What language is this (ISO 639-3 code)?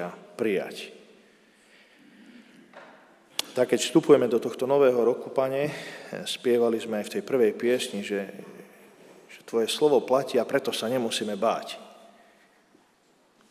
slk